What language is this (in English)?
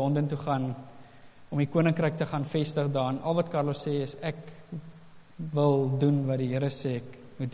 Afrikaans